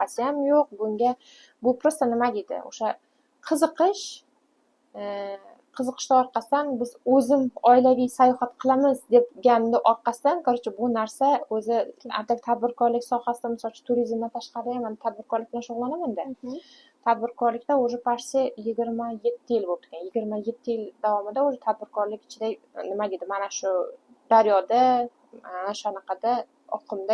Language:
Uzbek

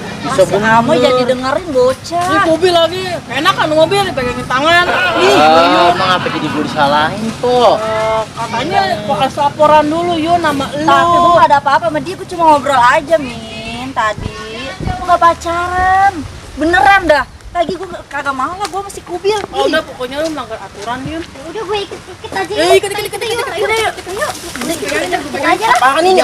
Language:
Betawi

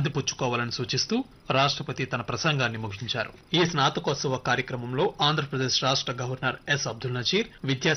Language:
Telugu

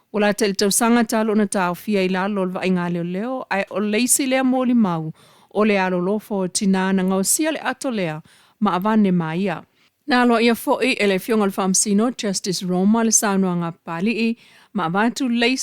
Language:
Samoan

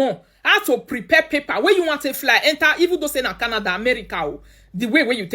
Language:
Nigerian Pidgin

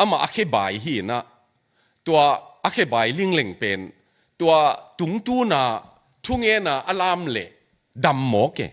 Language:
Tedim Chin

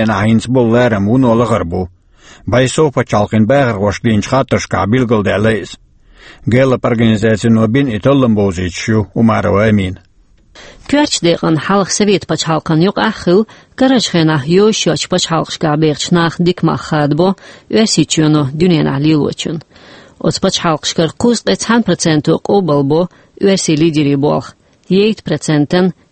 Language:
Chechen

